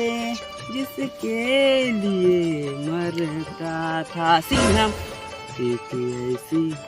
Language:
Chhattisgarhi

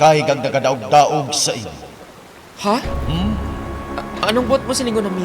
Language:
Hiligaynon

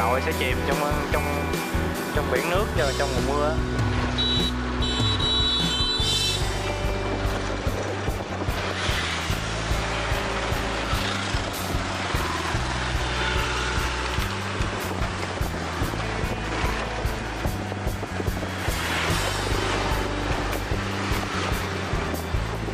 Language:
Vietnamese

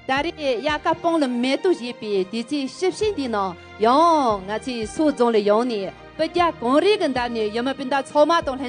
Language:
Tibetan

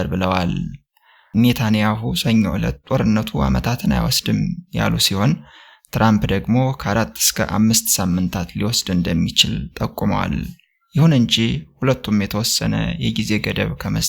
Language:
Amharic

